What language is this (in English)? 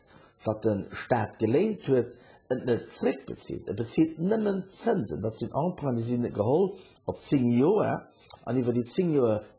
Luxembourgish